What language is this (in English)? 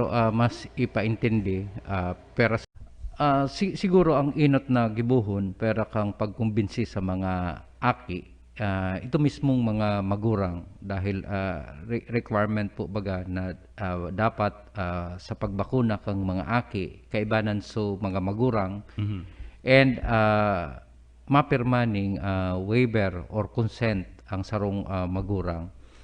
Bikol